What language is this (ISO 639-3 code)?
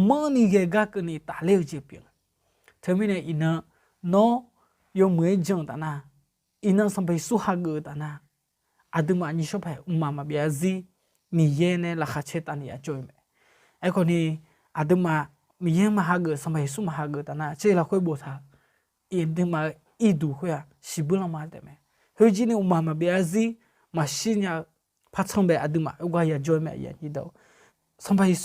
ahk